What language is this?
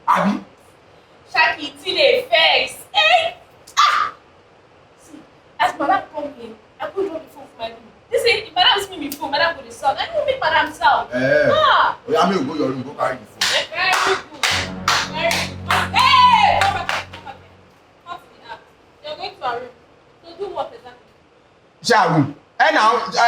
Nigerian Pidgin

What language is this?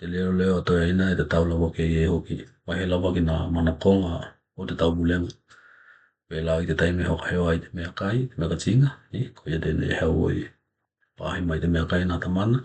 Tokelau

